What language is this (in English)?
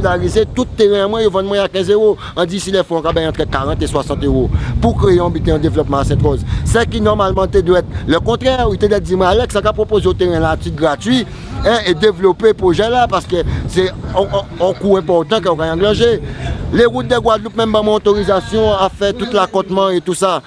Guadeloupean Creole French